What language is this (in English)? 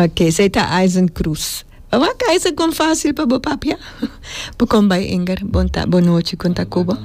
Papiamento